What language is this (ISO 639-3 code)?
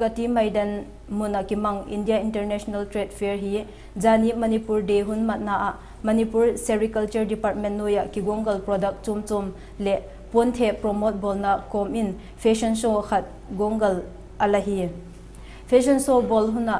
vap